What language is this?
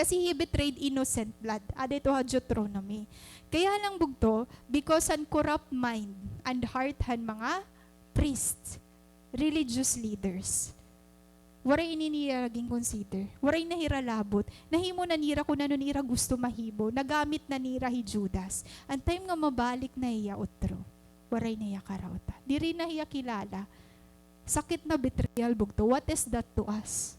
Waray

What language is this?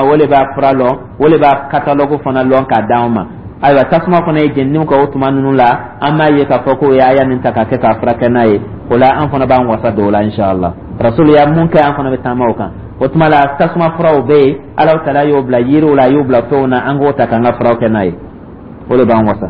Dyula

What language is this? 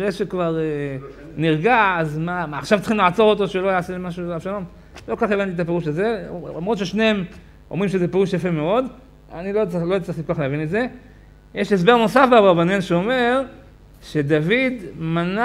Hebrew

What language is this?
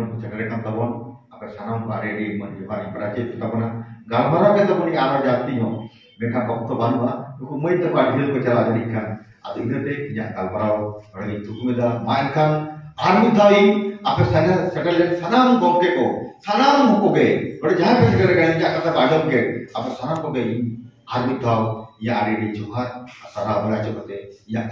Santali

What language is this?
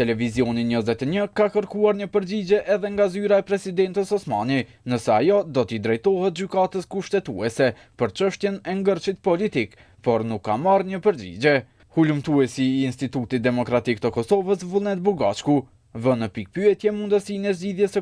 Albanian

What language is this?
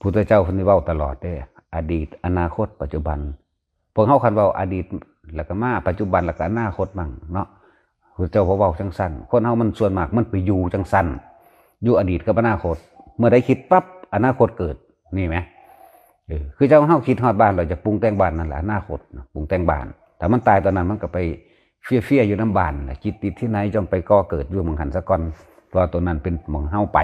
Northeastern Thai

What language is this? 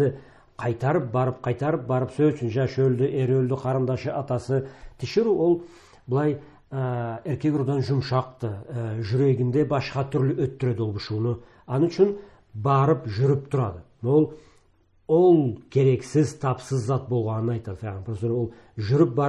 Karachay-Balkar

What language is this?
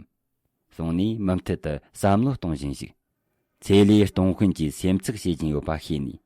Tibetan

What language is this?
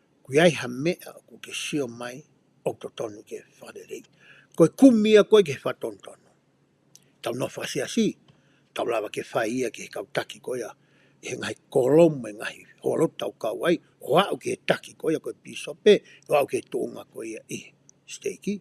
Tongan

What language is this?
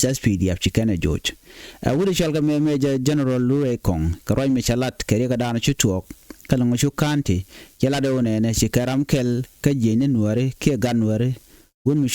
Nuer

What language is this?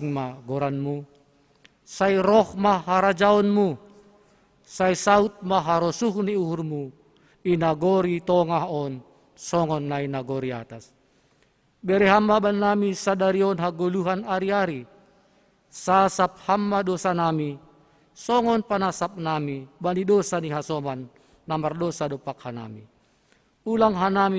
Batak Simalungun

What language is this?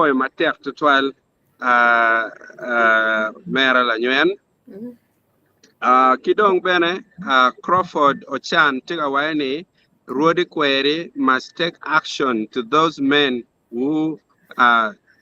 Acoli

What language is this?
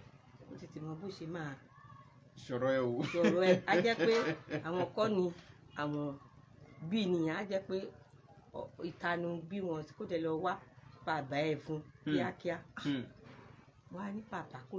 Yoruba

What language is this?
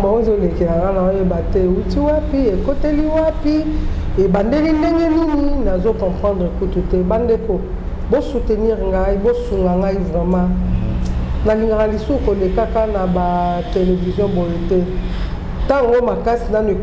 Lingala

